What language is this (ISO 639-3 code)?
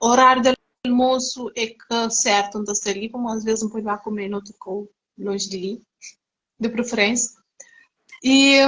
kea